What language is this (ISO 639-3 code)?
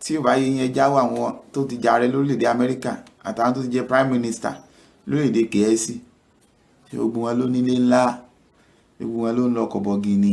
yor